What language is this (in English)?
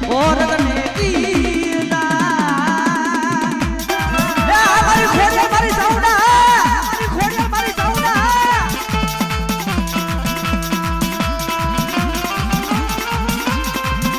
Gujarati